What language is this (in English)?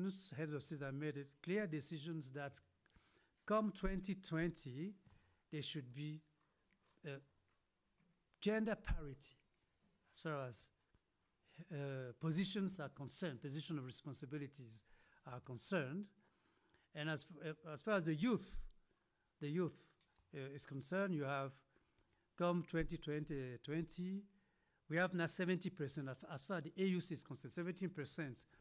English